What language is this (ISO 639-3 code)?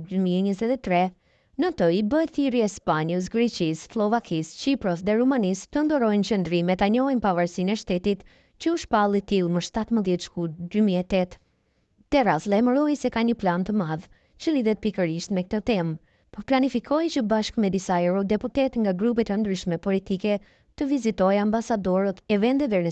sqi